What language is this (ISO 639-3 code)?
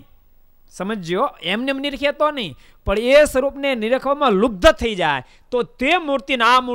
guj